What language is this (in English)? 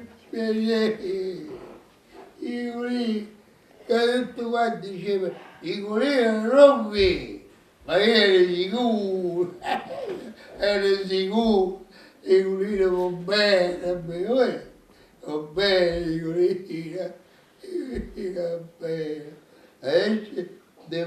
Neapolitan